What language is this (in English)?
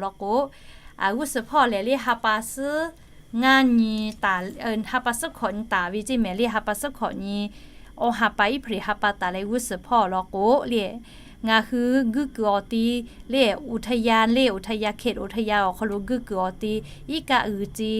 Lahu